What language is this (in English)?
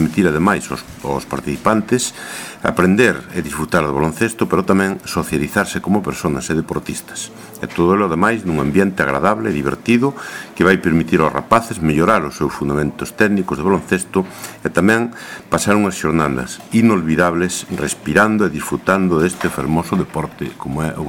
Galician